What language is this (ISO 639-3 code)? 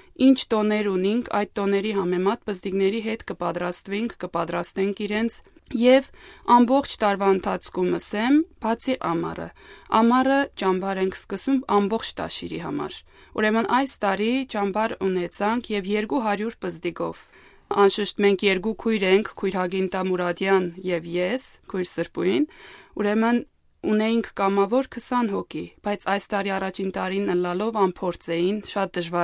hye